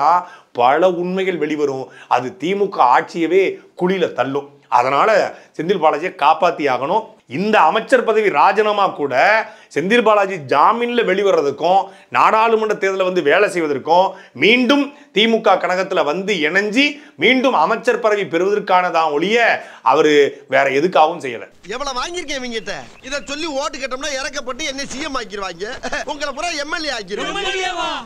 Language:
Tamil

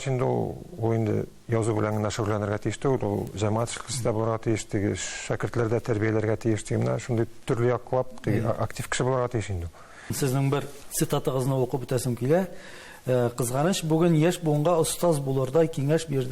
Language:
Tatar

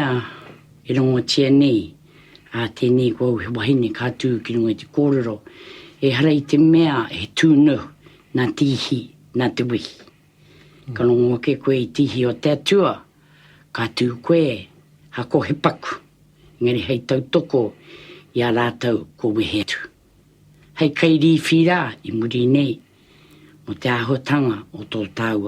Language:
Māori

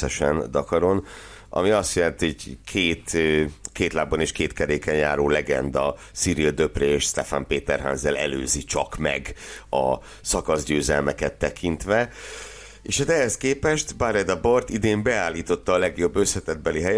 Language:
Hungarian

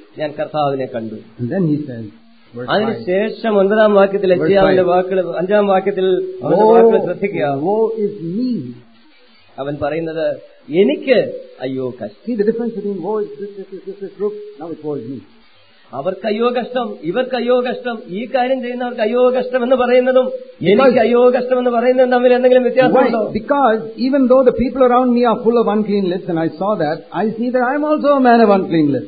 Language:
Malayalam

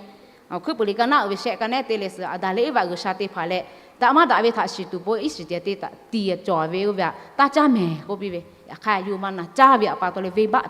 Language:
Lahu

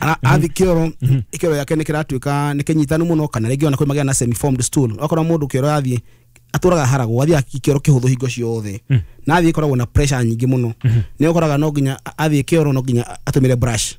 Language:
Kikuyu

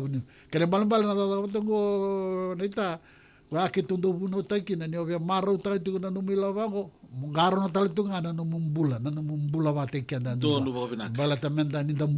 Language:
Fijian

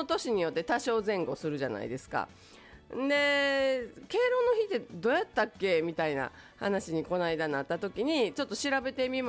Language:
Japanese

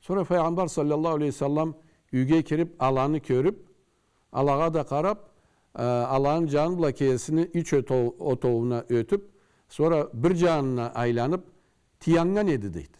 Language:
Karachay-Balkar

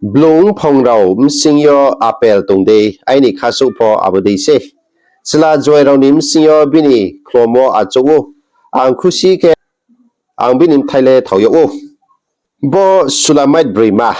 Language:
Riang (India)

